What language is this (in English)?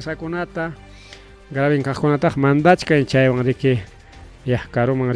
Ayacucho Quechua